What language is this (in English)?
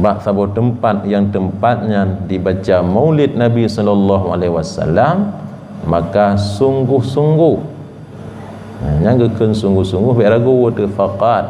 Achinese